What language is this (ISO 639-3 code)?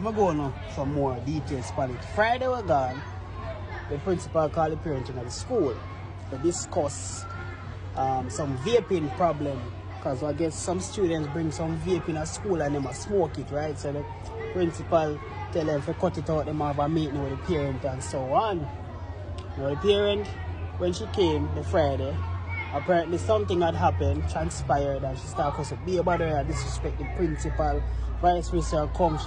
jam